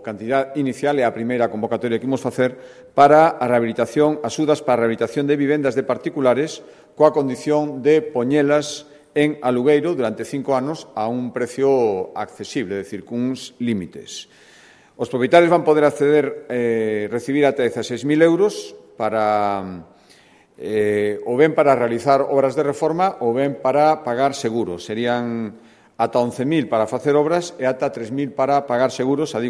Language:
Galician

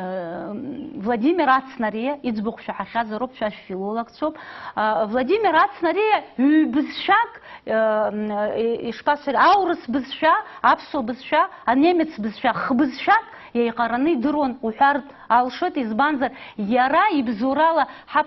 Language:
Abkhazian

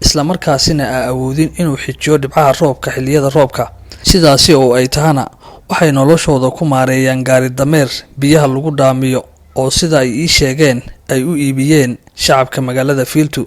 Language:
Somali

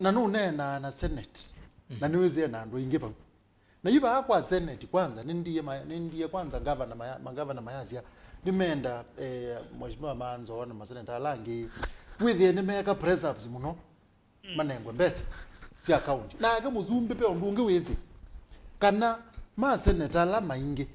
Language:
Kamba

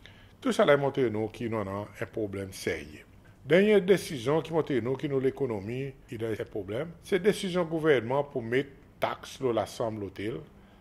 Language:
Seselwa Creole French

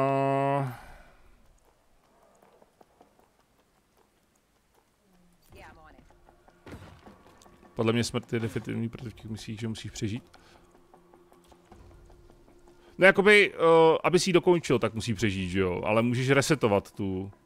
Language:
Czech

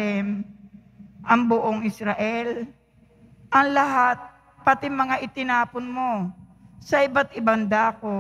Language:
Filipino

